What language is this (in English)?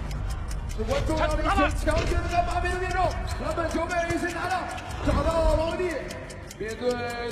Chinese